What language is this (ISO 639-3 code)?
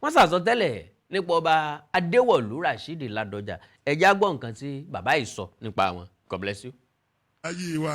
yor